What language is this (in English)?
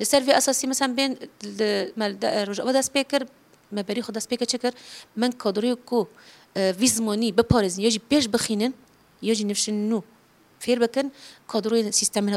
Kurdish